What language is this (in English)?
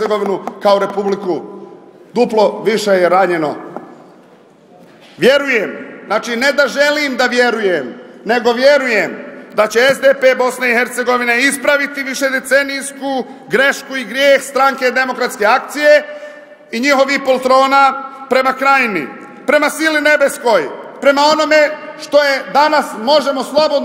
Bosnian